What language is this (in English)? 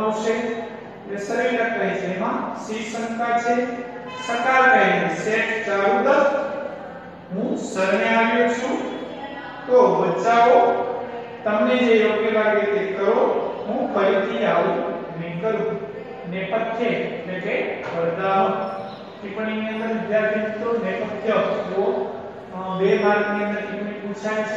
Gujarati